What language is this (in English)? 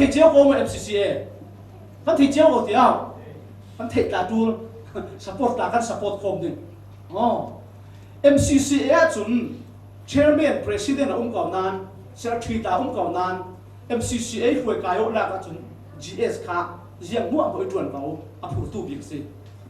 Falam Chin